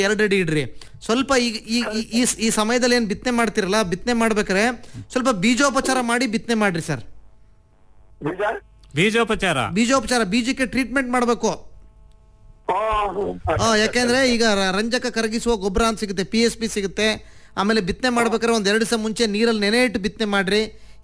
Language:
Kannada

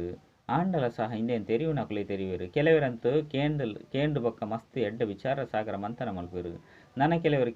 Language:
Tulu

